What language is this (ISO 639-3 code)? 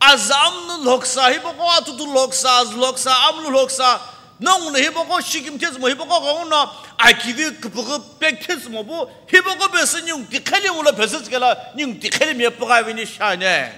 nsm